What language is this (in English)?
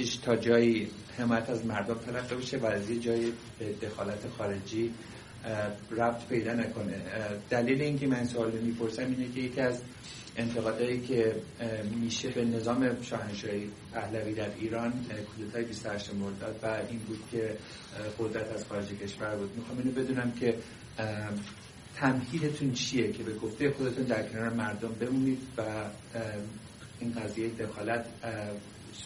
Persian